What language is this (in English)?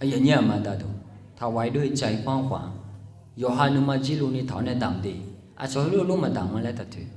Akha